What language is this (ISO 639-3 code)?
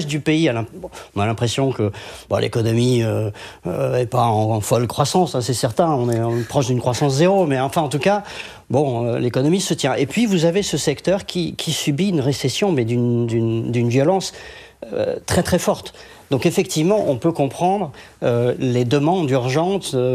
fra